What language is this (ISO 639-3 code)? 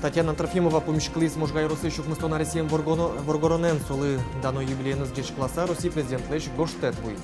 udm